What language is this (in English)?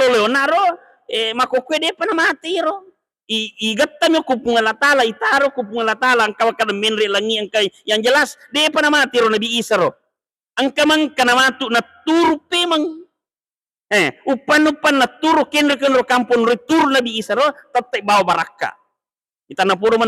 Buginese